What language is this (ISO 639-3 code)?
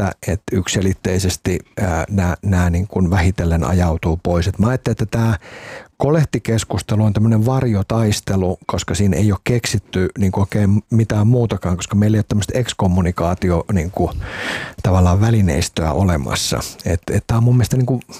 fin